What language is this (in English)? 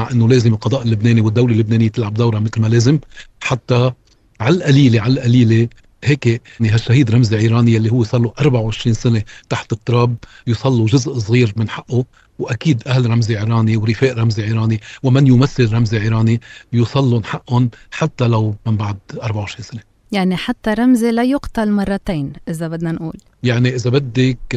North Levantine Arabic